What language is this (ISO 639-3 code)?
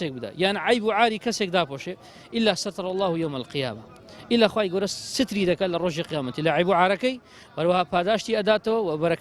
ckb